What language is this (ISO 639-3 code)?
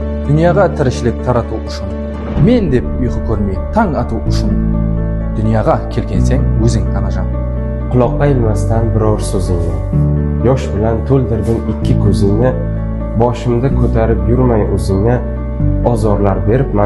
kaa